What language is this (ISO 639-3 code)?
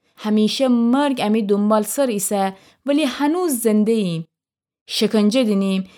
glk